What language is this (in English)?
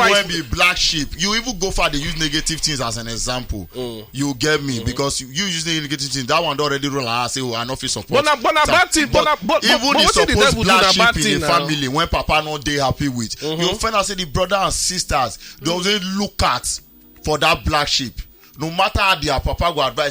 Nigerian Pidgin